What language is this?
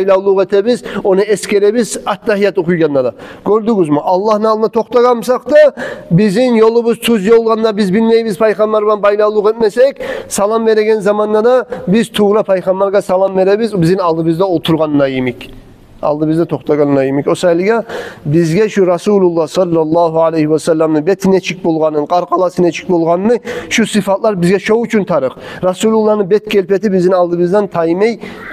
Kumyk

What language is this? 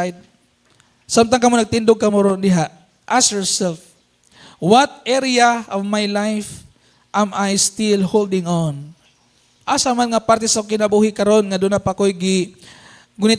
Cebuano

